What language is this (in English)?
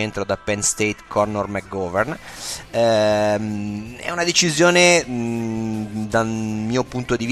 Italian